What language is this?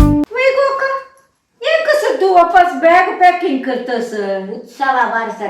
Konkani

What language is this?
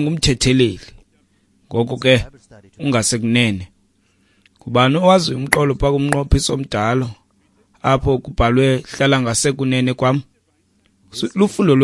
Xhosa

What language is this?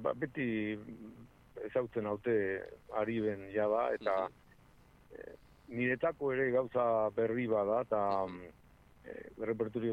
Basque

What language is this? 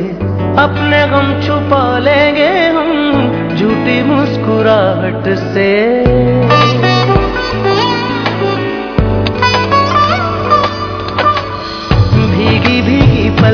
Urdu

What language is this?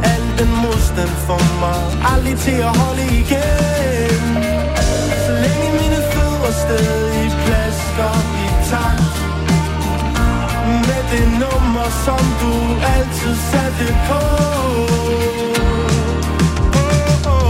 Danish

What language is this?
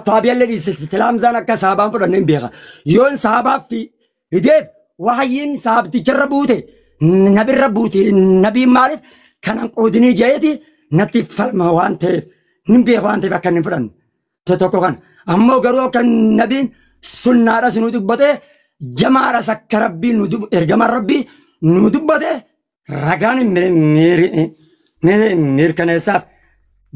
Oromo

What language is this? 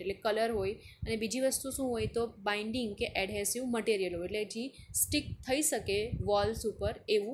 Gujarati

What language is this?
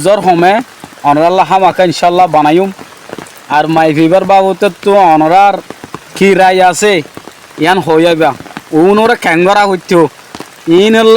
Rohingya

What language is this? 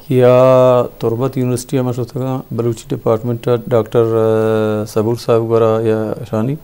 Eastern Balochi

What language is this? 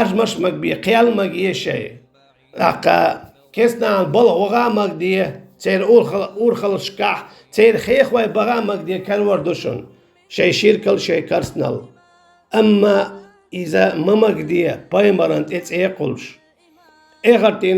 Chechen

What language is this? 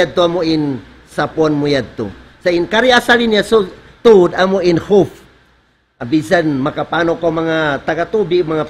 Tausug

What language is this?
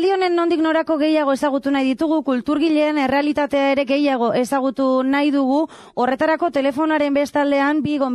Basque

